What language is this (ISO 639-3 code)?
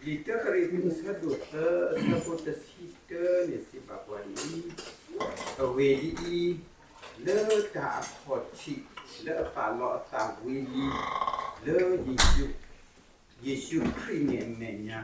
ksw